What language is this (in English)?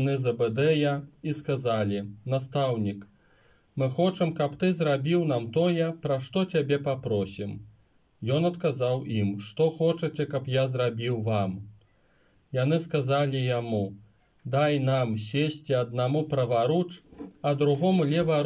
Belarusian